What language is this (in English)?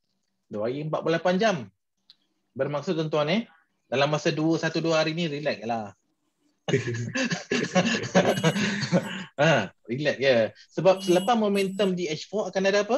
Malay